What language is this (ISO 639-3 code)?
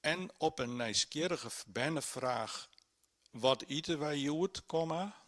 fry